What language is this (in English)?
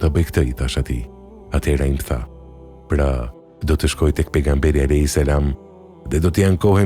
Albanian